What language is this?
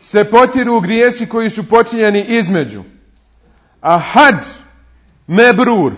Bosnian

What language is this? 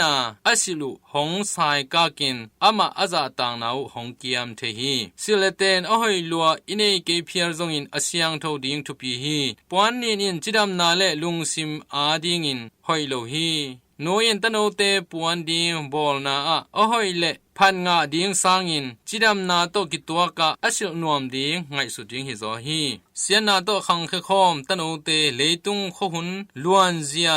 Tedim Chin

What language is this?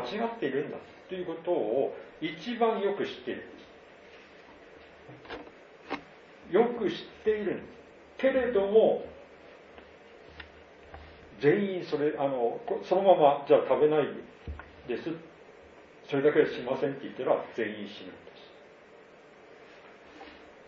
Japanese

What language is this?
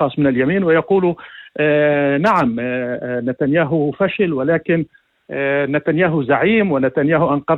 North Levantine Arabic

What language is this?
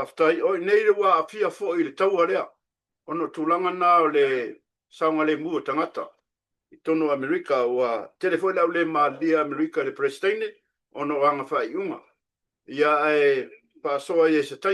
Samoan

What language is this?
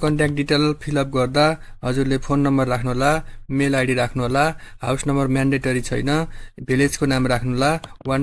Nepali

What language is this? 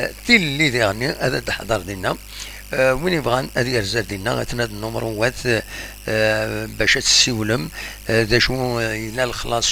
Kabyle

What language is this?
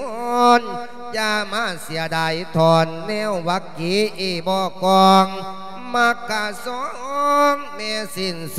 Lao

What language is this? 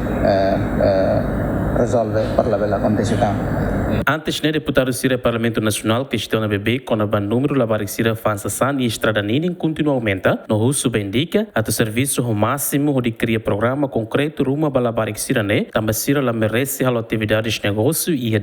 Tetum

